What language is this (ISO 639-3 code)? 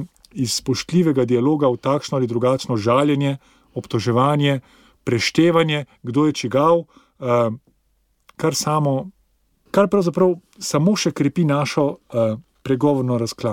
slv